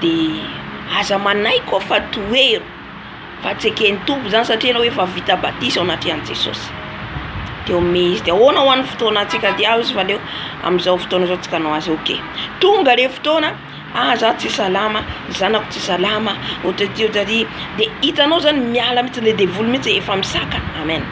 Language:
Malagasy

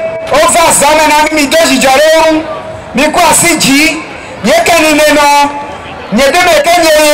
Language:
Ewe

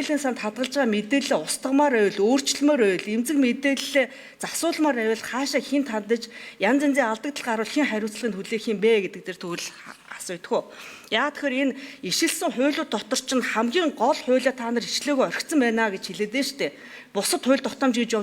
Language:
Mongolian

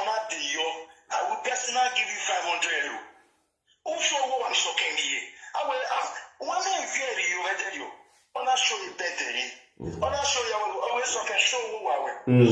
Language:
Nigerian Pidgin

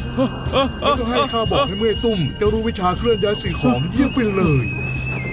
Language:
Thai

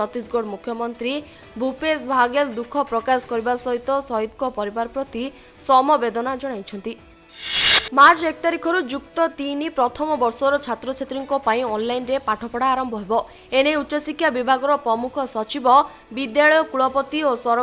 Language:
Odia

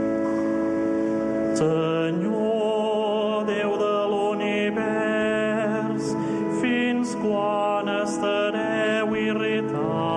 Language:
Catalan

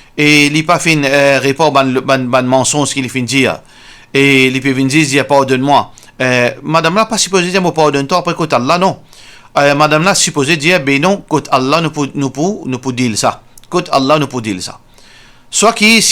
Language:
Morisyen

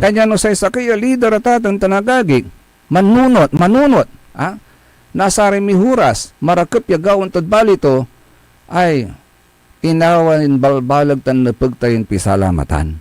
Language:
Pangasinan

